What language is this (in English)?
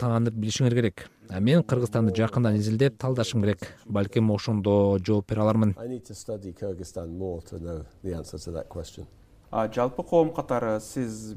Kyrgyz